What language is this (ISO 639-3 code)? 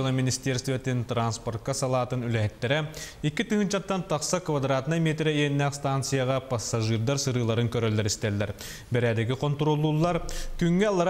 sah